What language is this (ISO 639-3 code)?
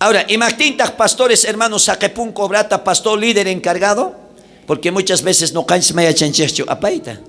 quh